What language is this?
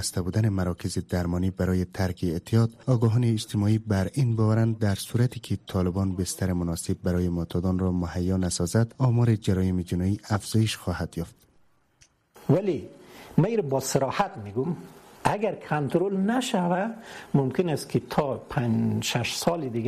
Persian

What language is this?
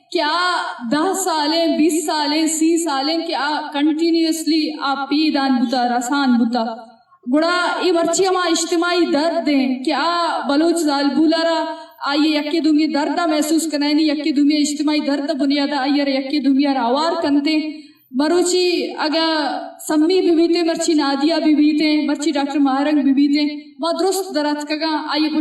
Eastern Balochi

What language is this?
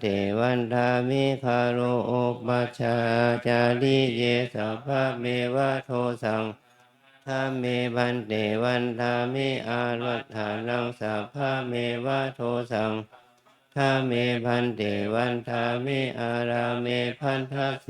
Pali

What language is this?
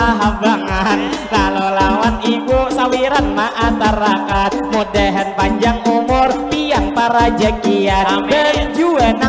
Banjar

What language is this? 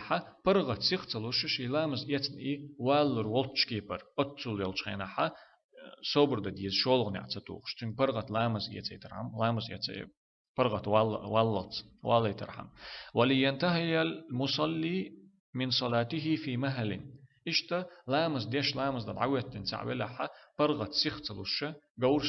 Chechen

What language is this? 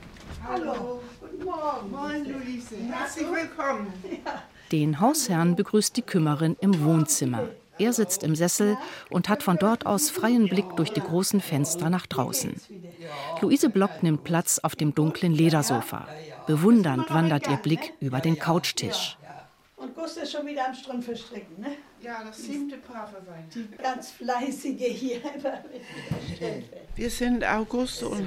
German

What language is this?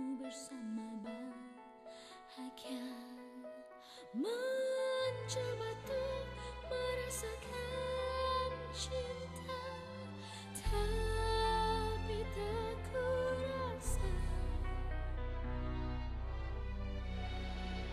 Malay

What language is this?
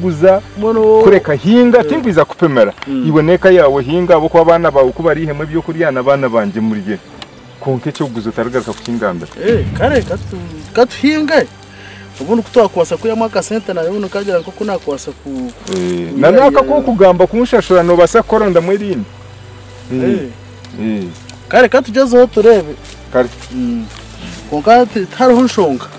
Nyankole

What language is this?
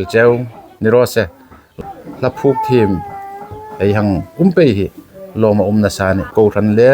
Hmar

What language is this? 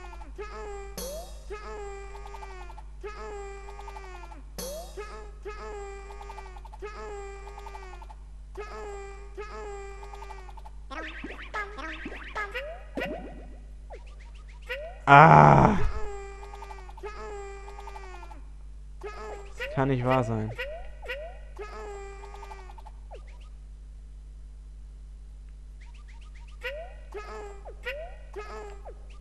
German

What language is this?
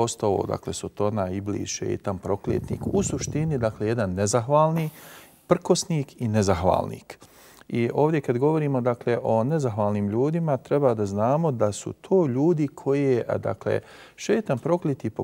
Bosnian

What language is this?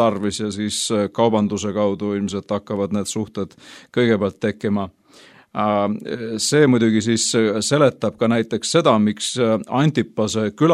Estonian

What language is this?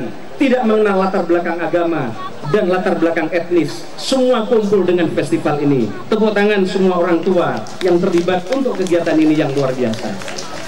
Indonesian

